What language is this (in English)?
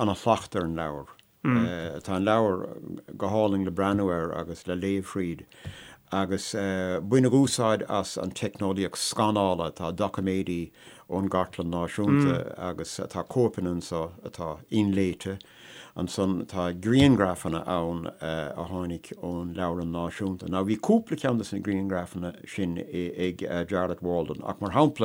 Irish